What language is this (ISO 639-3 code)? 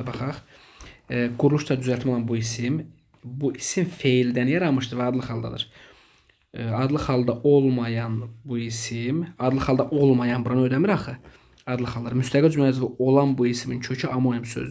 aze